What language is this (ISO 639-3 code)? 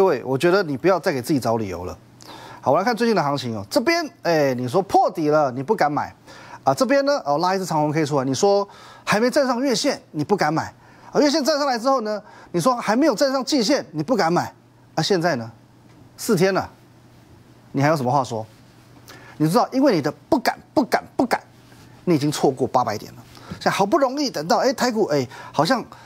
zho